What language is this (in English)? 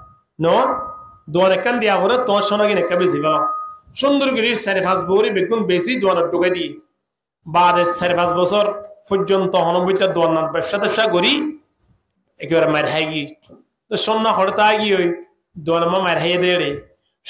Rohingya